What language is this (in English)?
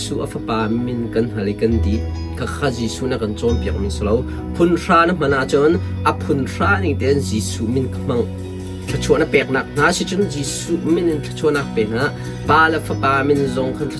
Hakha Chin